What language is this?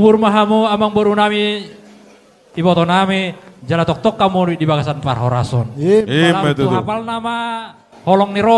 Batak Toba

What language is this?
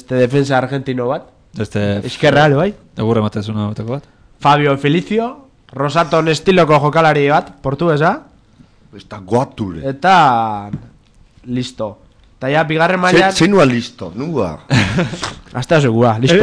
Basque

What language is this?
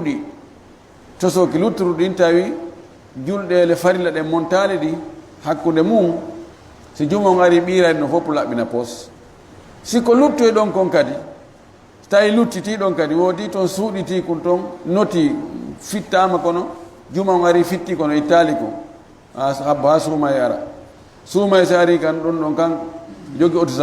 Fula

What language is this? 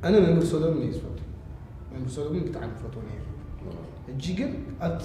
Tigrinya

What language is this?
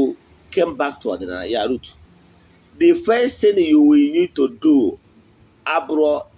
Igbo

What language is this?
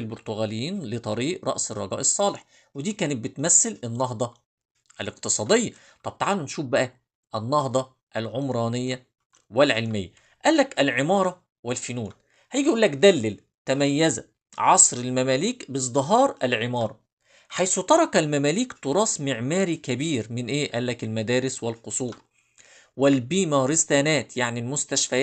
Egyptian Arabic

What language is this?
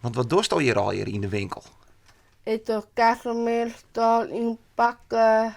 Western Frisian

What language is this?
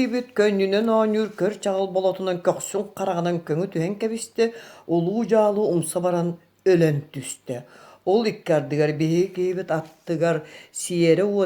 Yakut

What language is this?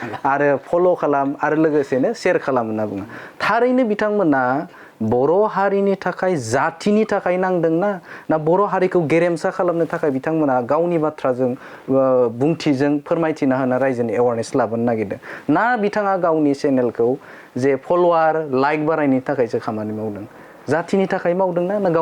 Bodo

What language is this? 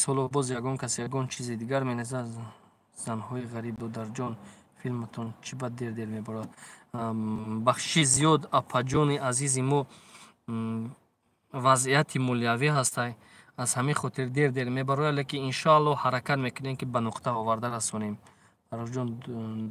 Tajik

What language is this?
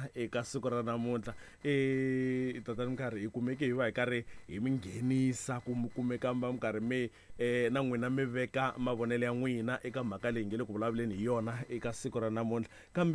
Tsonga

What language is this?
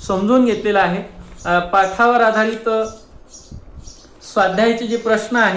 Marathi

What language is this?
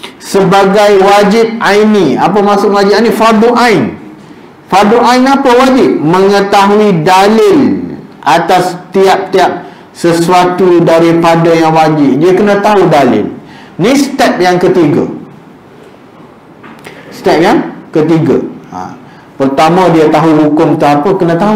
Malay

